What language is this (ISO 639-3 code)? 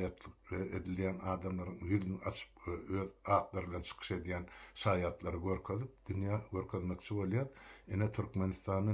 tuk